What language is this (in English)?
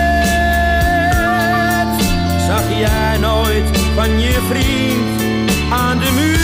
Dutch